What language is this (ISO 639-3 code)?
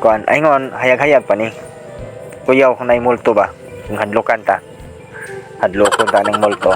ceb